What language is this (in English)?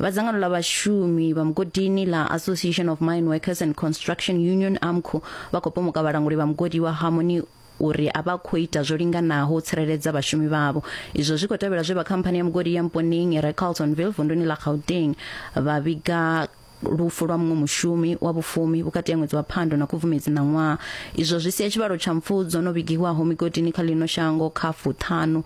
Venda